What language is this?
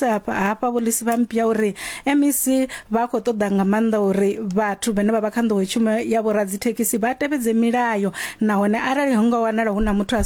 Venda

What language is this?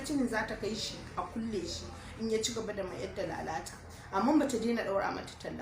Hausa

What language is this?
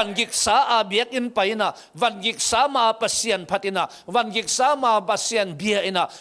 Tedim Chin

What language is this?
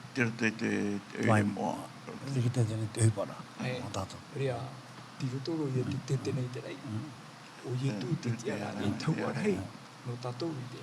Tahitian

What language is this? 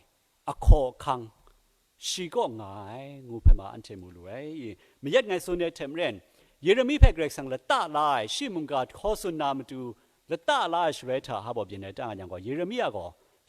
Kachin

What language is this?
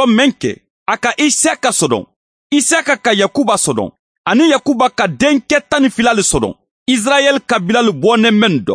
Bambara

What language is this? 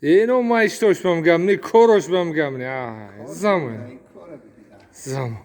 Tajik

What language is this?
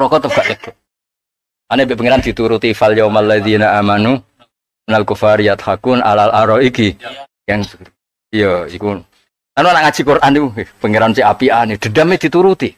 Javanese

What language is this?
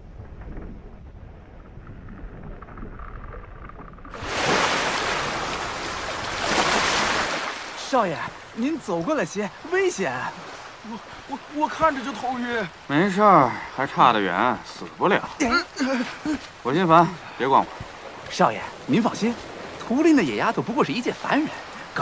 Chinese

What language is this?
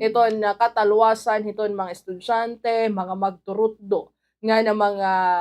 Waray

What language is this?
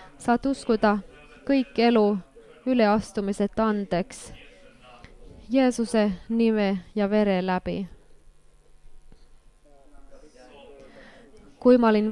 Estonian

